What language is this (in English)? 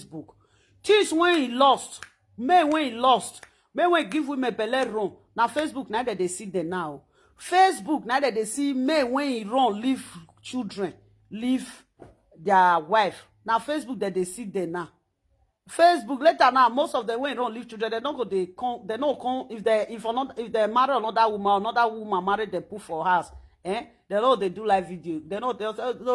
Nigerian Pidgin